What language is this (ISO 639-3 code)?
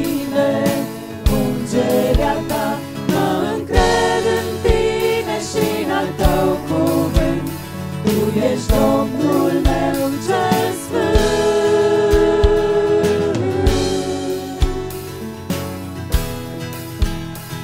ron